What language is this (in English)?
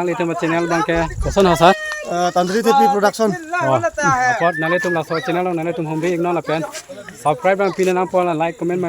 Karbi